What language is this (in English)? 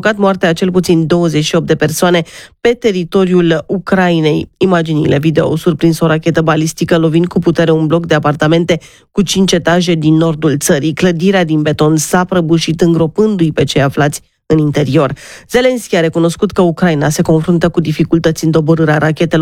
Romanian